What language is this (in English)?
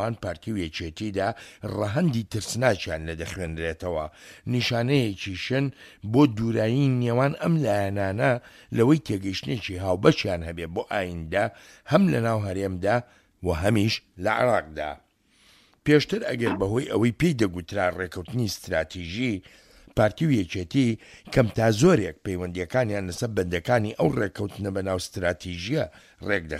Central Kurdish